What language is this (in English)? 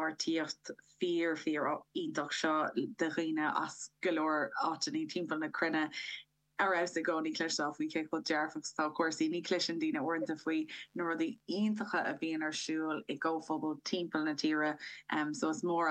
Irish